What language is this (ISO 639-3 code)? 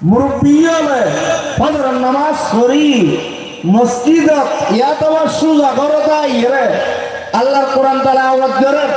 rhg